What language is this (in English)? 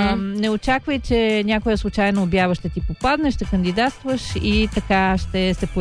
Bulgarian